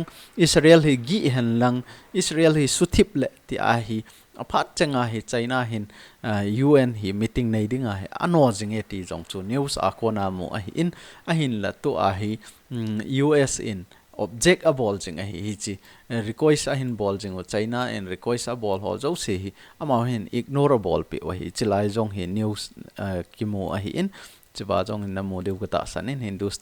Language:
Thado Chin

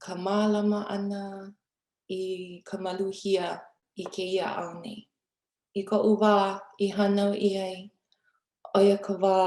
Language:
Hawaiian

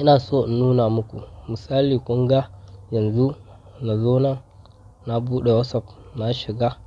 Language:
Hausa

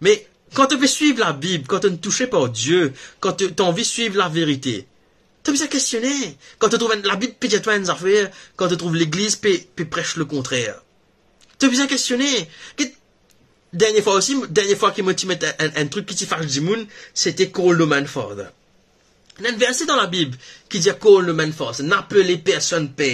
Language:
Morisyen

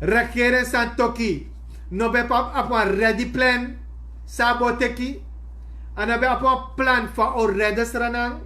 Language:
Sranan Tongo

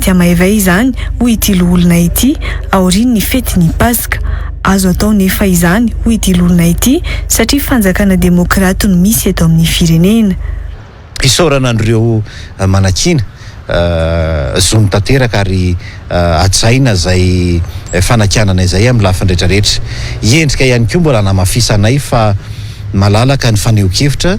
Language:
Malagasy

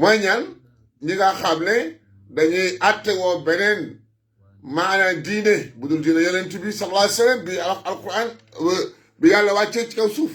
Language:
Wolof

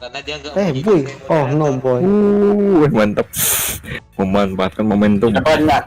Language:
Banjar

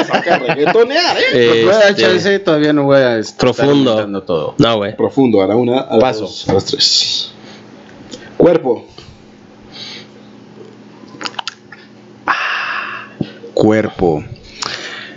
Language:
Spanish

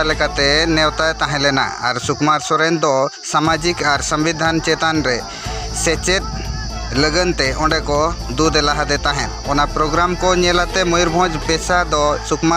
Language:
Santali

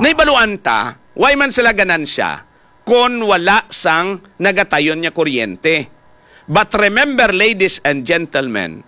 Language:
Hiligaynon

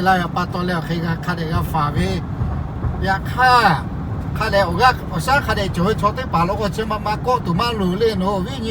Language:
Lahu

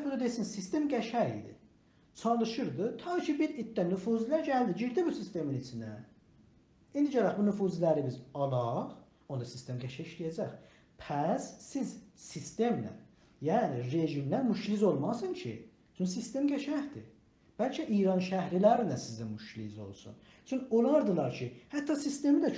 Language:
South Azerbaijani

